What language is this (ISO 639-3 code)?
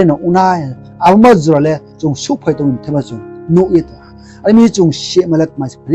ria